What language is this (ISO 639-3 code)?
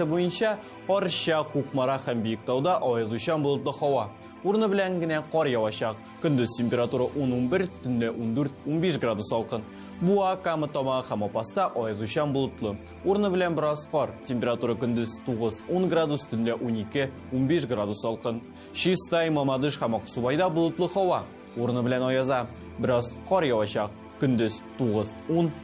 tat